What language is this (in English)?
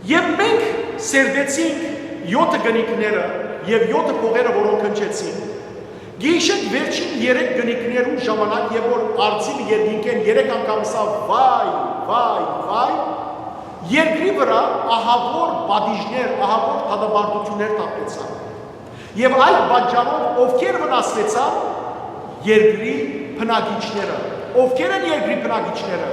Western Armenian